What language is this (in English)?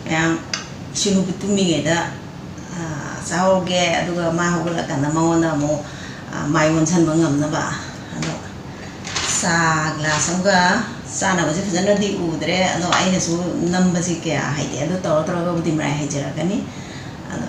Manipuri